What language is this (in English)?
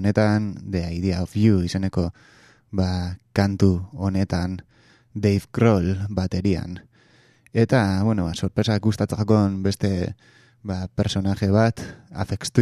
Basque